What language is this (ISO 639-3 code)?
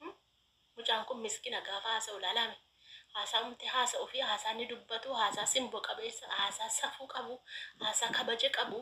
orm